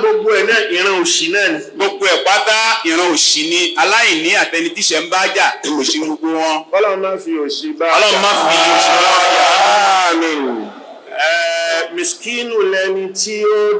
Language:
Yoruba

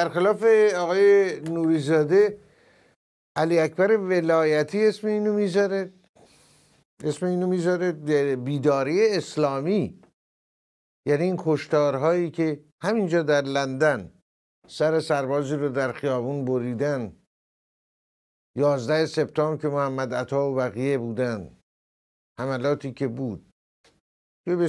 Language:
Persian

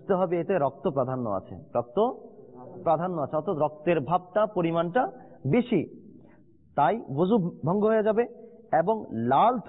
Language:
Bangla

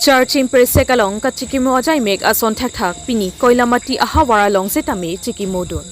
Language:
Karbi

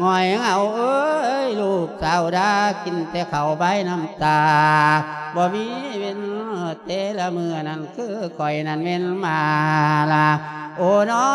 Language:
Lao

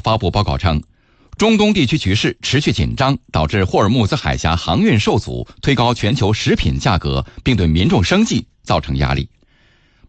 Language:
Chinese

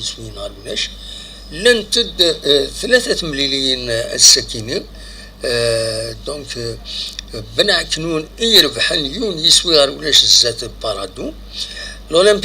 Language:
Kabyle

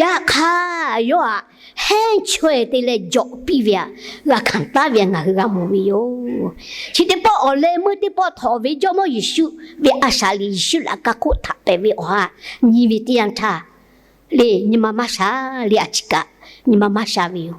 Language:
Lahu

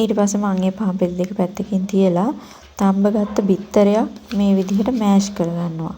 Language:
Sinhala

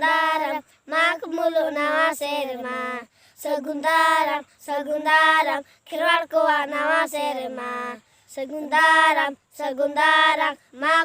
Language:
Santali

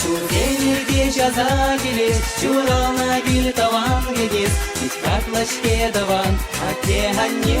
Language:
Chuvash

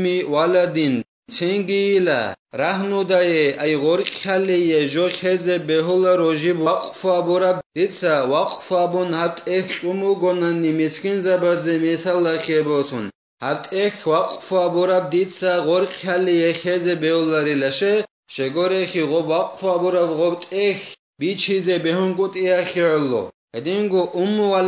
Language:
Avaric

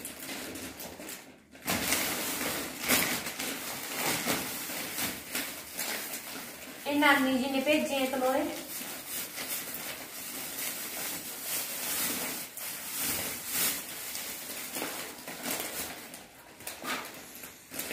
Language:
Punjabi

